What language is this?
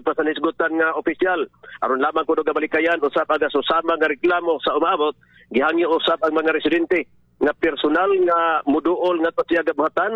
Cebuano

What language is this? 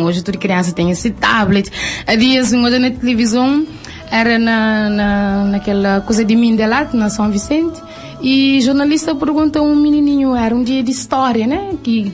Kabuverdianu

